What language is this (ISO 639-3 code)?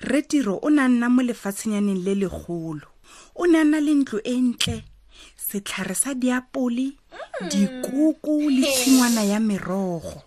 tsn